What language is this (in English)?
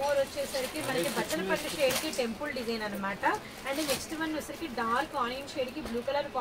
Telugu